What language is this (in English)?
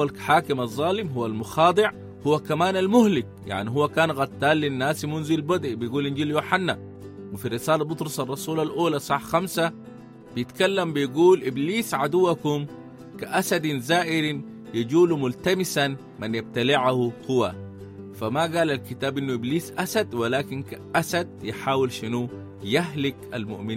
Sudanese Arabic